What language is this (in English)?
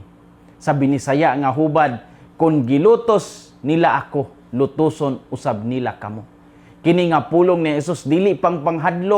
Cebuano